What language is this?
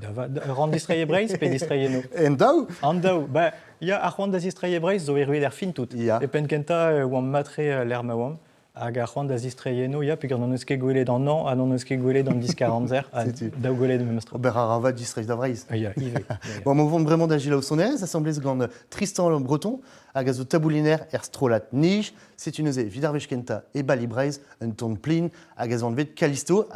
Breton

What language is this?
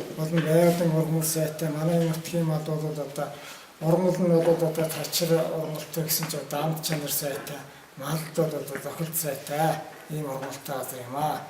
Mongolian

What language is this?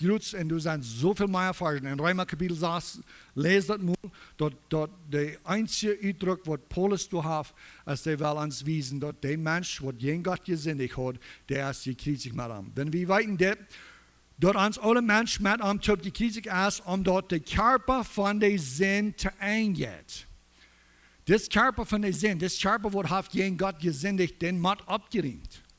Plautdietsch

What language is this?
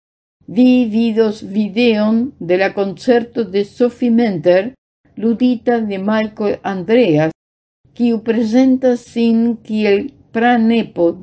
Esperanto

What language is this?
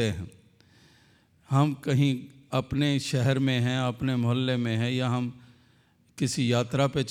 Hindi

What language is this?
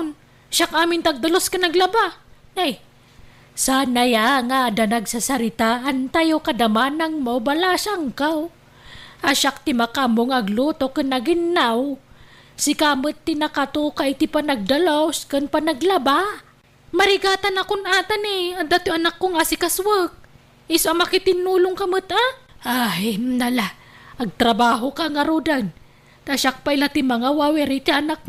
Iloko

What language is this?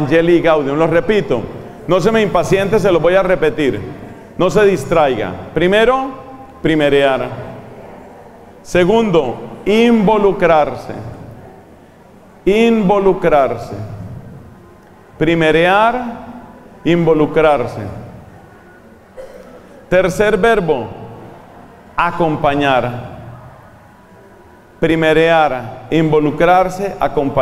Spanish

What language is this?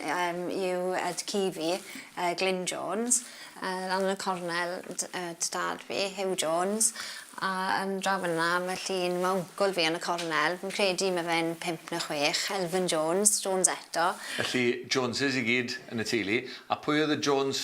Welsh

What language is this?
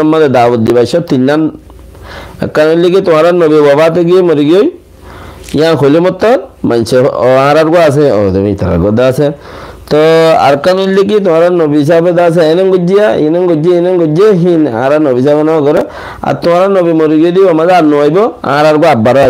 Rohingya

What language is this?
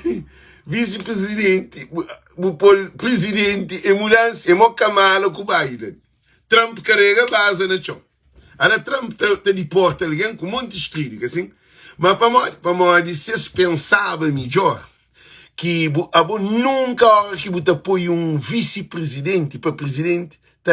Kabuverdianu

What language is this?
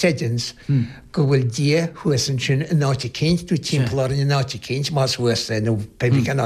Irish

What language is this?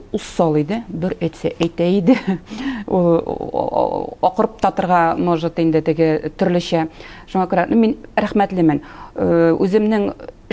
Tatar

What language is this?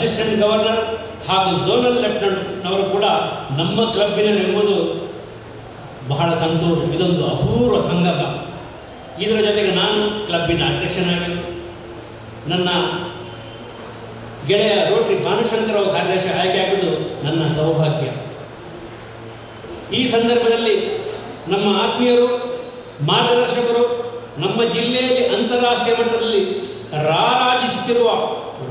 Kannada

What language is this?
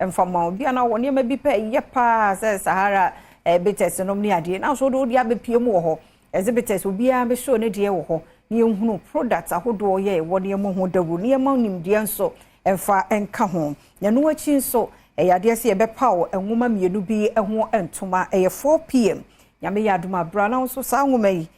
Akan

